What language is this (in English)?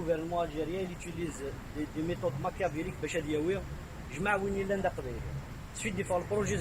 Kabyle